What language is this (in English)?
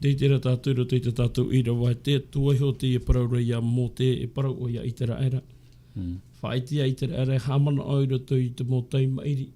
Tahitian